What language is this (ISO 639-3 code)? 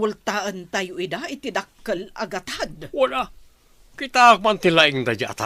ilo